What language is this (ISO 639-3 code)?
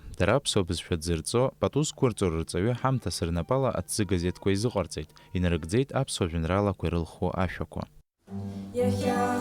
abk